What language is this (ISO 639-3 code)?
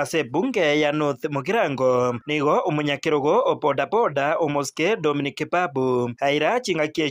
guz